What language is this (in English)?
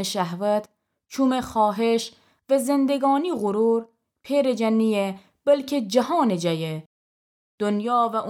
Gilaki